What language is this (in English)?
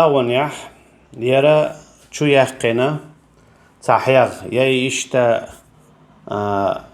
Chechen